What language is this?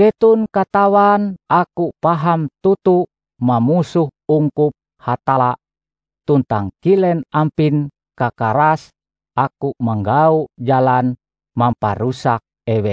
Ngaju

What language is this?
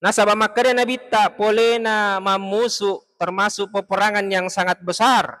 Buginese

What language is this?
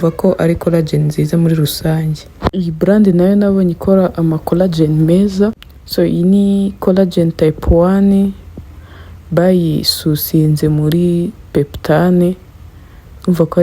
Kinyarwanda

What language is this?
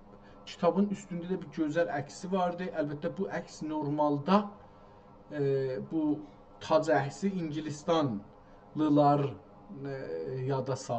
South Azerbaijani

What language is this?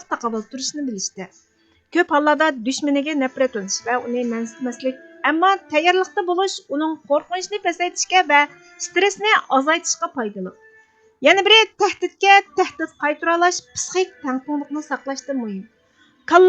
Uyghur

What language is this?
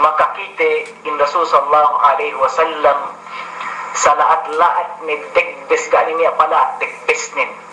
Yakan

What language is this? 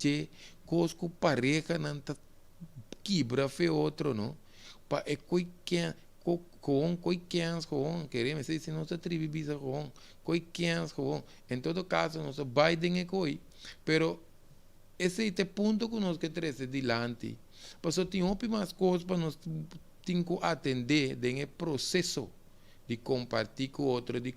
Papiamento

